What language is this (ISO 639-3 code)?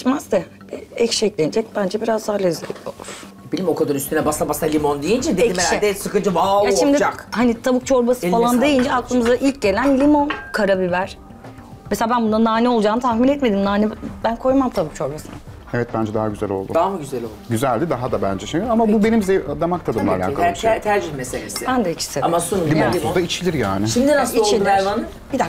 tur